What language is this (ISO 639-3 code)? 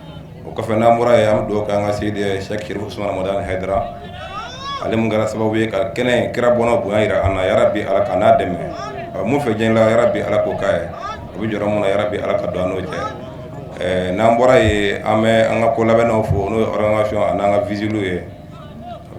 bam